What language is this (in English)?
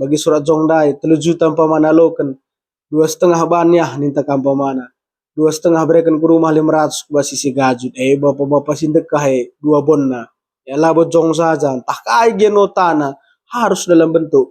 Batak Karo